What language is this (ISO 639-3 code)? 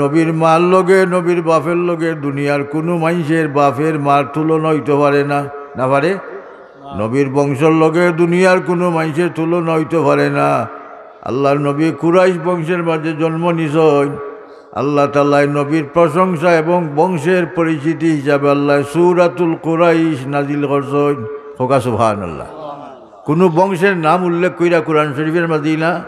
syl